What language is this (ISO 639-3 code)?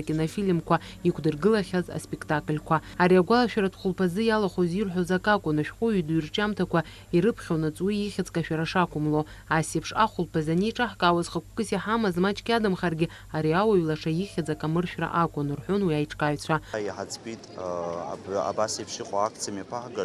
abk